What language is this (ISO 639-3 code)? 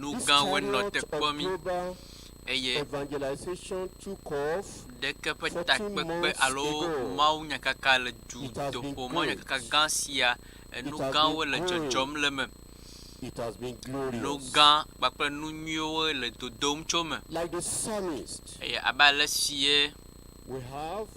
ewe